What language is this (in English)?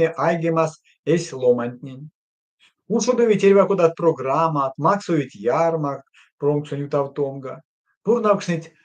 Erzya